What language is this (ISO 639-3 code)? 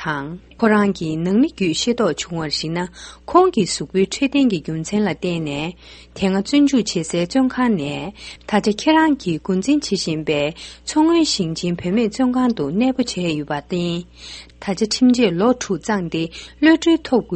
bod